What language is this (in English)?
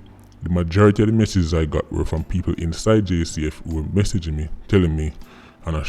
Jamaican Creole English